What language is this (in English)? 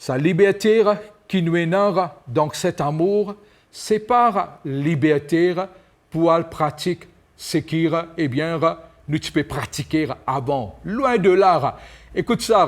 Morisyen